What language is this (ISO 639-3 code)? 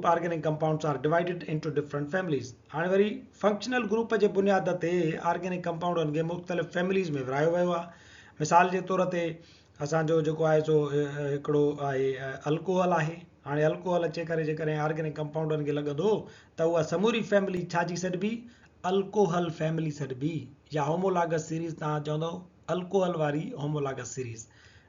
snd